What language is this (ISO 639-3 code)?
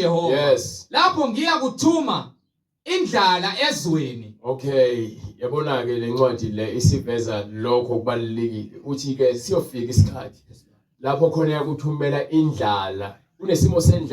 zul